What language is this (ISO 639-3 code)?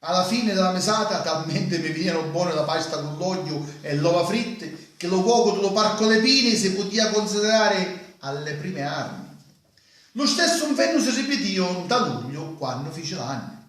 scn